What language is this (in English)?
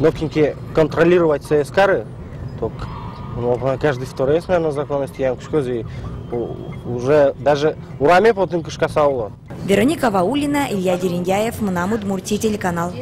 Udmurt